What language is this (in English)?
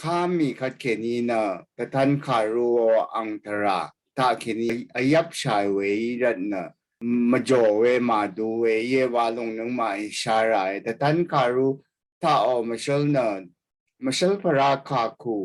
Rawang